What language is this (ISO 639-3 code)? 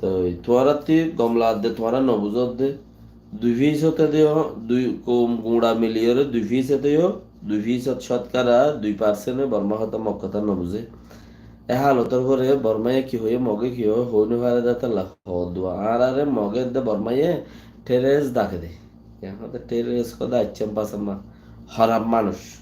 rhg